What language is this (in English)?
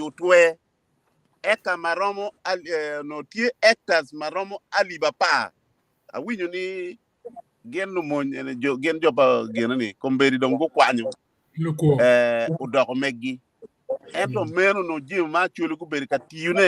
Acoli